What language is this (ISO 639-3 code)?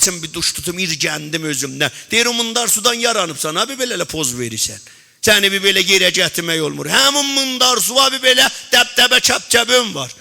azb